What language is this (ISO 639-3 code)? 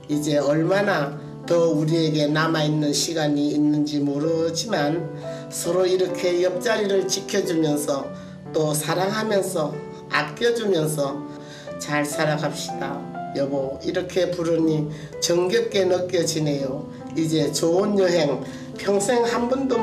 kor